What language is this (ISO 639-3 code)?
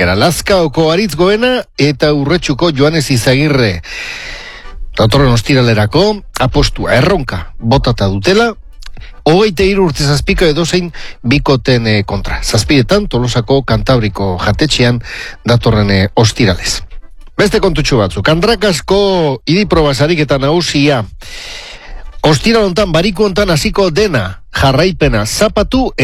eus